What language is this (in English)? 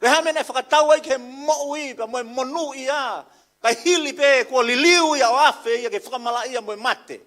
Tongan